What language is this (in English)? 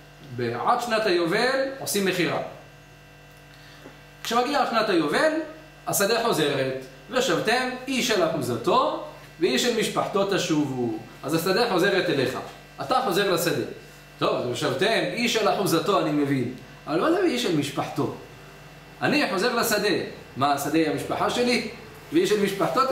Hebrew